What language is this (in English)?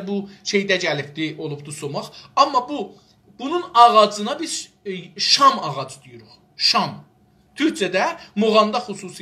South Azerbaijani